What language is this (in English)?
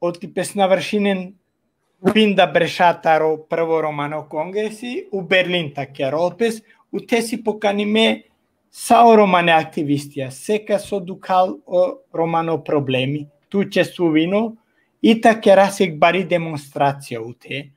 Balkan Romani